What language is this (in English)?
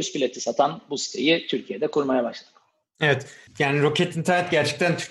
Turkish